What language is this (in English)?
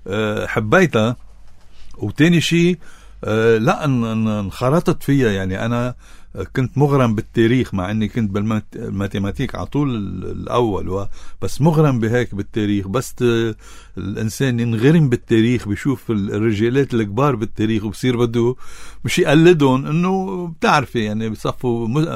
North Levantine Arabic